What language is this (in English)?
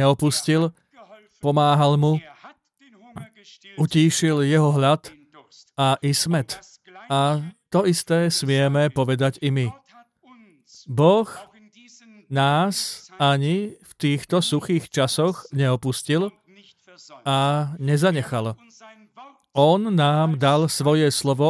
Slovak